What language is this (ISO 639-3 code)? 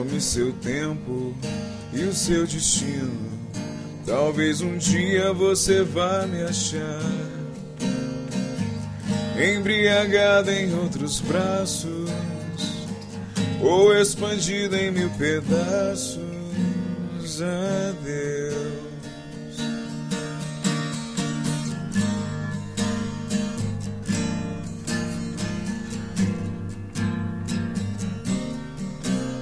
por